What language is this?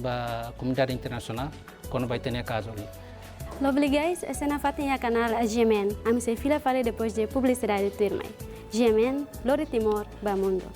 Tetum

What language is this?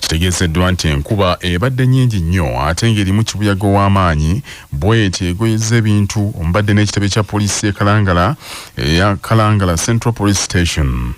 Ganda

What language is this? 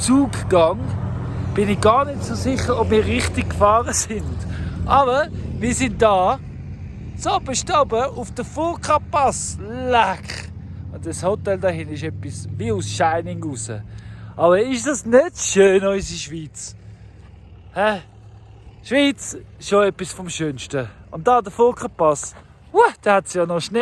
Swiss German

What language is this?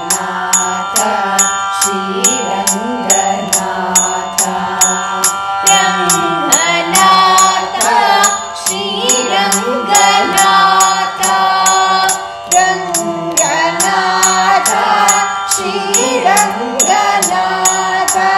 Kannada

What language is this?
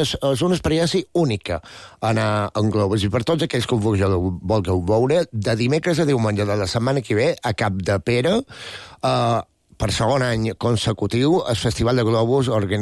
Catalan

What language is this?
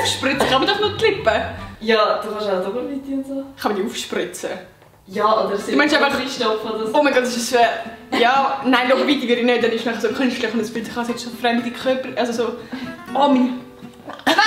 Swiss German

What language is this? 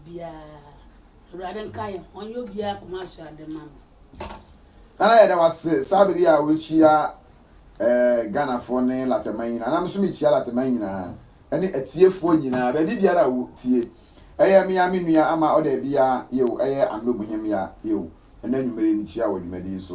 Akan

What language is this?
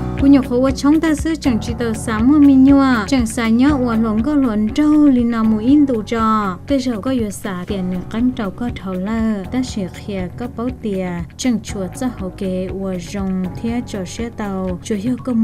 Hmong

